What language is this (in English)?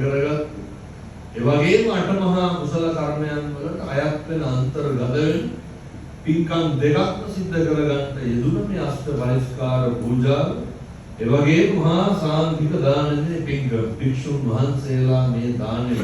Sinhala